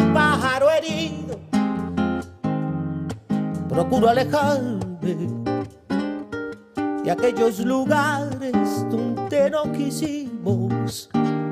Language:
Spanish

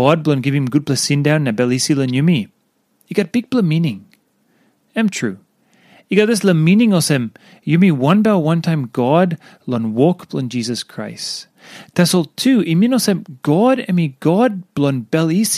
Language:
Tok Pisin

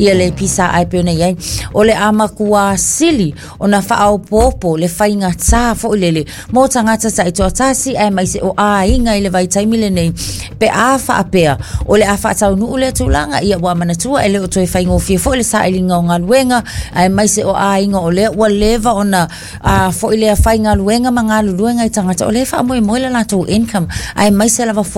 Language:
Samoan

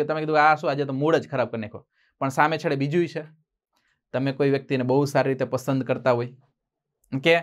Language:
Gujarati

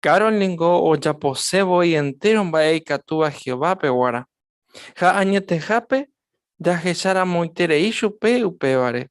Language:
Guarani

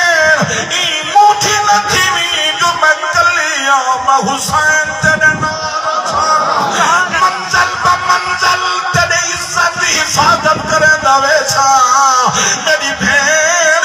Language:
Saraiki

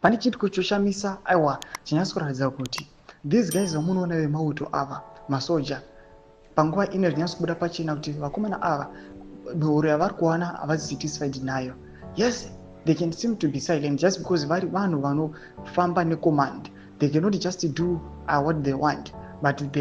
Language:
Shona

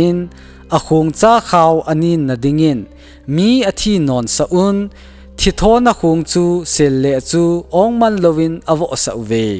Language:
Thado Chin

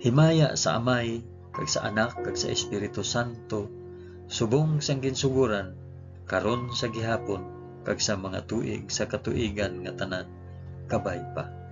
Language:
Hiligaynon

